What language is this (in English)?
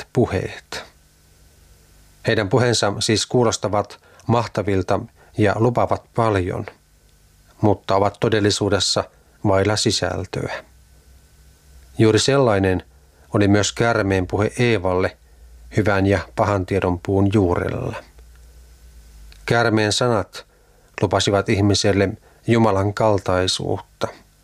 Finnish